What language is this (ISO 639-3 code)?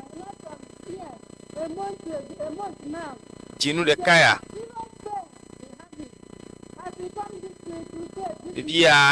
ewe